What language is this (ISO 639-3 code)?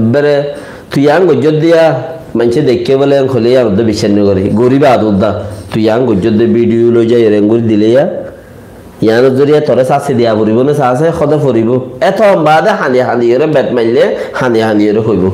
rhg